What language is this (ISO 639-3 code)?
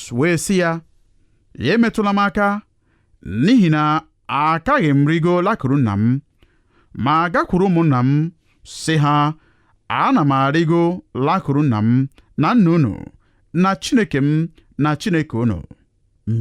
ibo